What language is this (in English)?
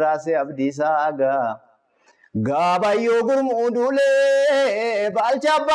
Oromo